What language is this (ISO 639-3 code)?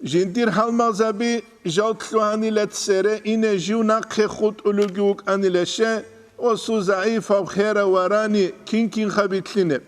ava